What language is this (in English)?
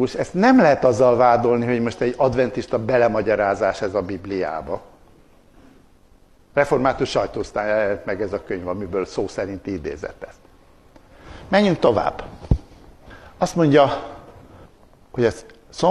Hungarian